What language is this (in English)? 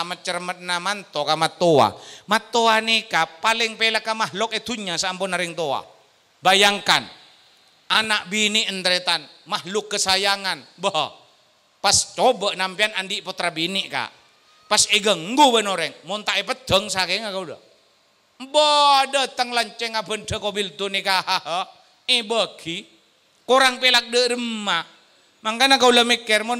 Madurese